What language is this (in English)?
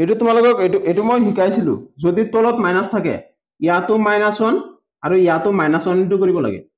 Assamese